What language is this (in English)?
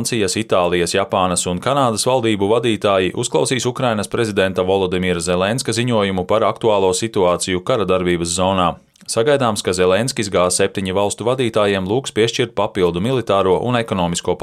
Latvian